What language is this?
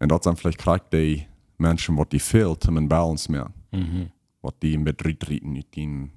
Plautdietsch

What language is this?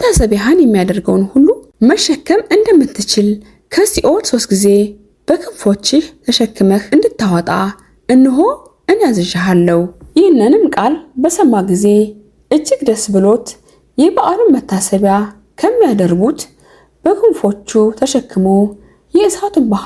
Amharic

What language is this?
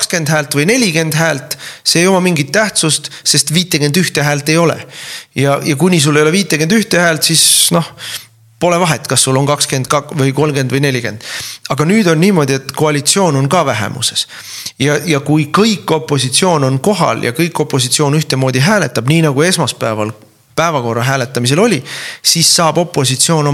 Estonian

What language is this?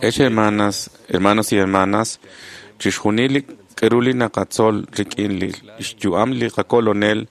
Kekchí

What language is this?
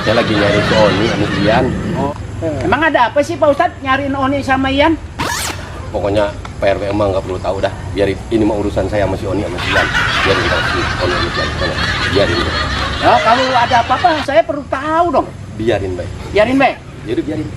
Betawi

